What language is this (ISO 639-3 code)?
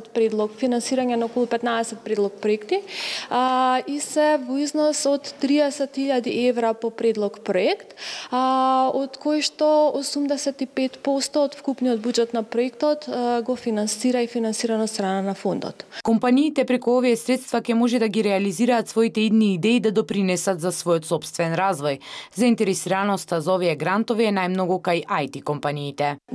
mkd